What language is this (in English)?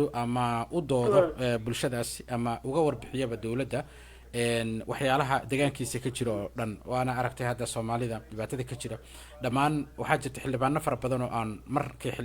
Somali